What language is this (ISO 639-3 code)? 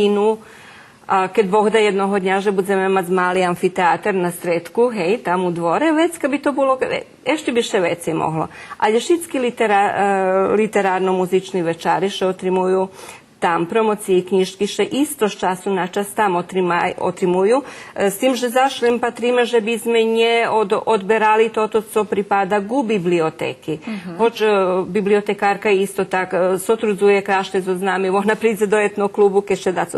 rue